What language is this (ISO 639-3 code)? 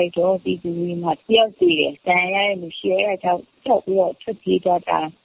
mya